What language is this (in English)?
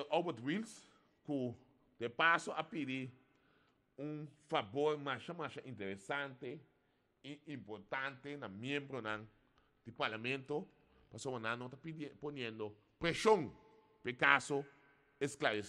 Papiamento